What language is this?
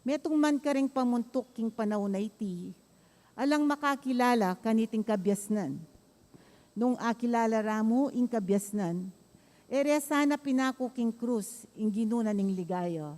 Pampanga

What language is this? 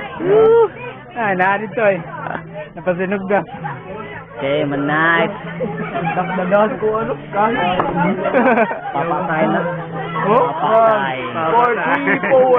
Cebuano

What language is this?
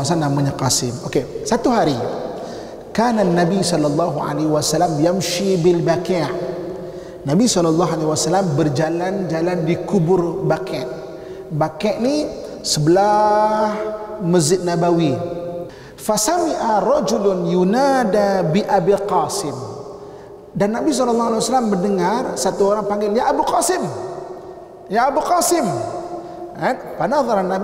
Malay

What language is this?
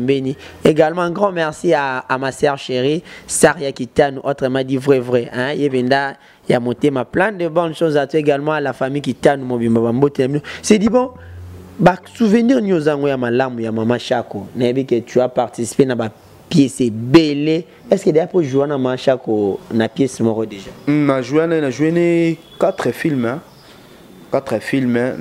Lingala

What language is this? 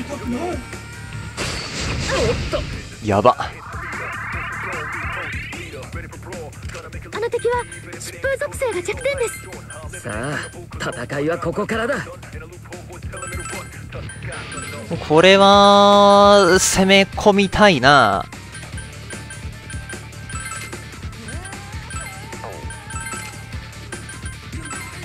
Japanese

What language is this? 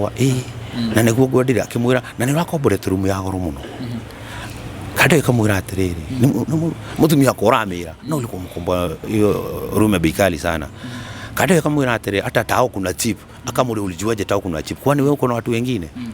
Kikuyu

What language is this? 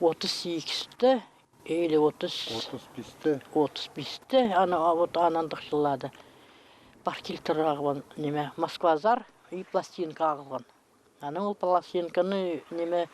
Khakas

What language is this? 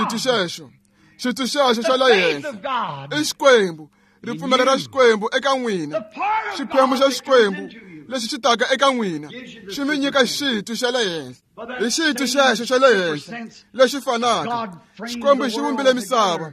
Tsonga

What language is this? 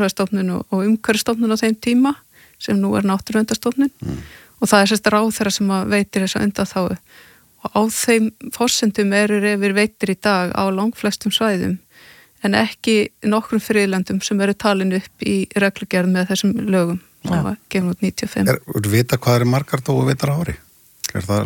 Icelandic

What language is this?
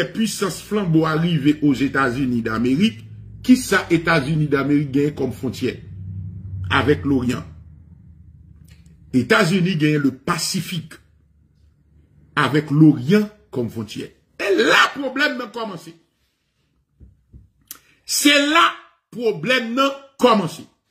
French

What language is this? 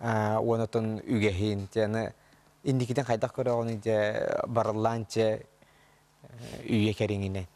Yakut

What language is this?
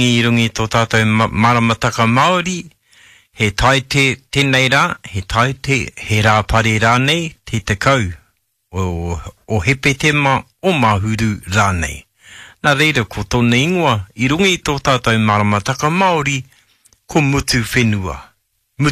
Māori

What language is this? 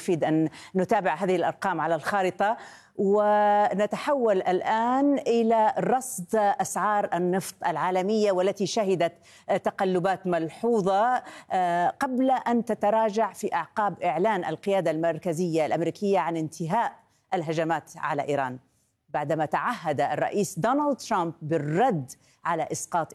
Arabic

